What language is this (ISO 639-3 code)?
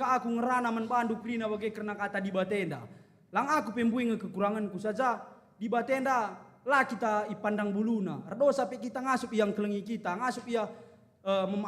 btx